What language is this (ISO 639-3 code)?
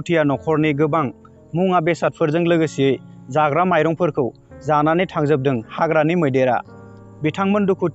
brx